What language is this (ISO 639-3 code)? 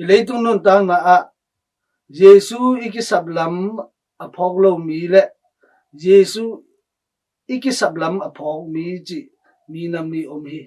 ctd